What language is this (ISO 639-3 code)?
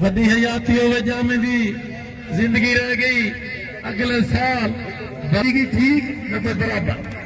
skr